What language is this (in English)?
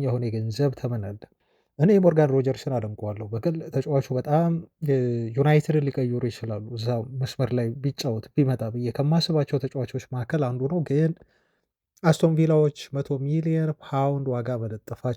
Amharic